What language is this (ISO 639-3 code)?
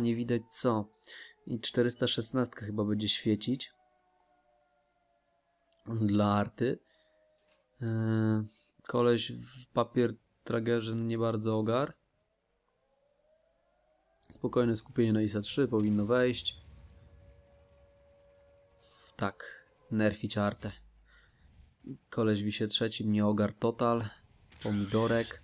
pol